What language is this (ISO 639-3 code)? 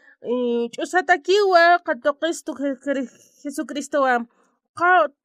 aym